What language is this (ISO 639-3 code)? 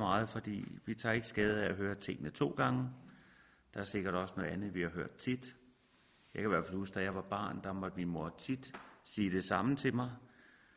dan